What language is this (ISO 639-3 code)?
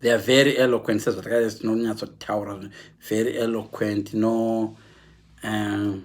sna